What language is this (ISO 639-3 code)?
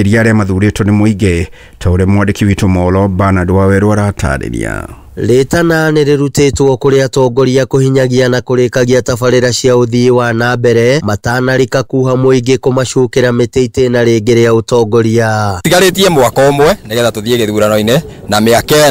kik